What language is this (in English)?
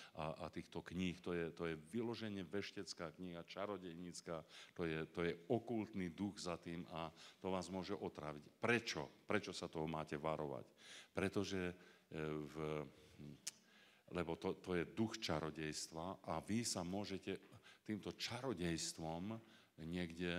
Slovak